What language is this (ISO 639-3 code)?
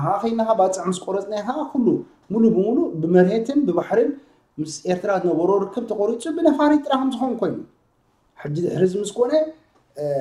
tir